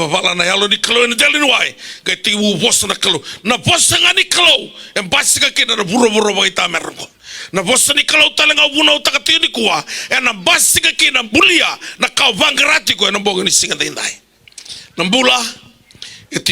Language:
Fijian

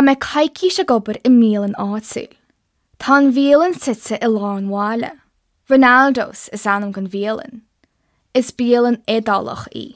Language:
Irish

